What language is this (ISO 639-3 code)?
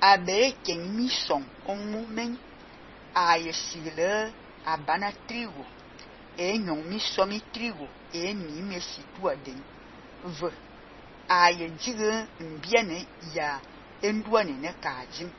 fan